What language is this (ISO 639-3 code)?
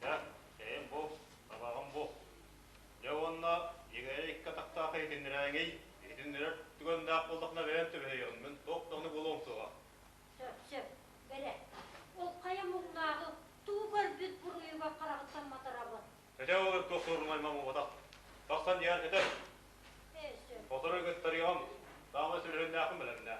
sah